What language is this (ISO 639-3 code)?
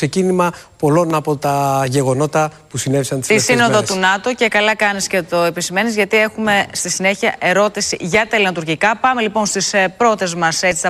ell